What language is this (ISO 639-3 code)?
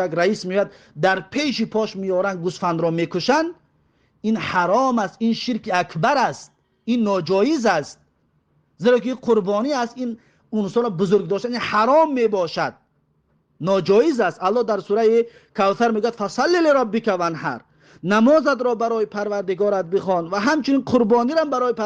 tgk